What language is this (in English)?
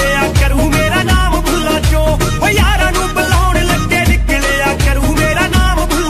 Punjabi